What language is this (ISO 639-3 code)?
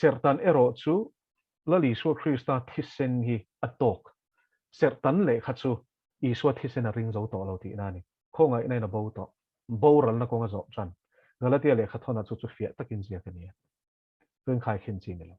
lus